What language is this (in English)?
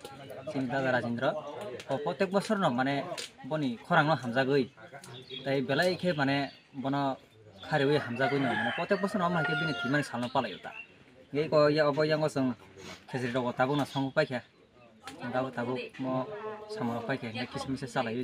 Kok Borok